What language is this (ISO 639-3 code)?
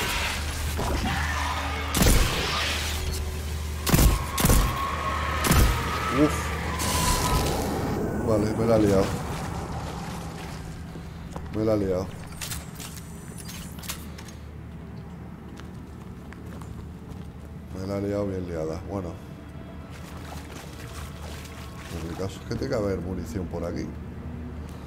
spa